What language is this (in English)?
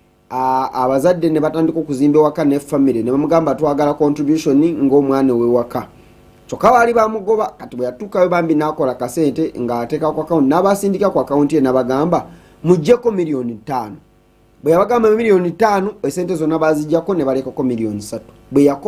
Nyankole